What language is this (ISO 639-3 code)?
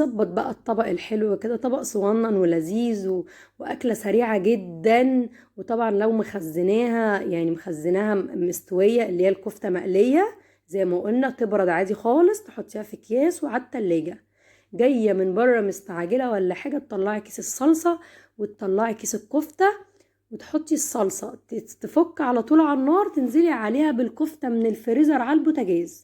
arz